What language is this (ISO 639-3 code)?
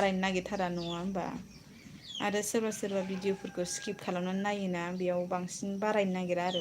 brx